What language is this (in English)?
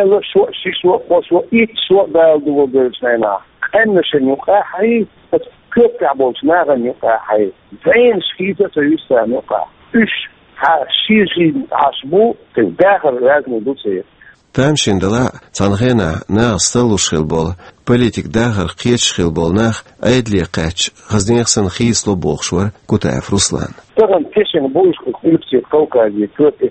Chechen